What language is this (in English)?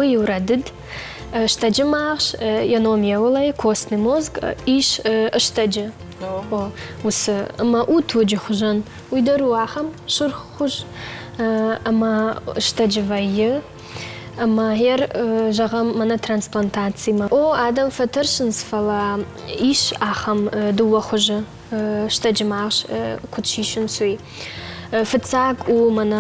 Ossetic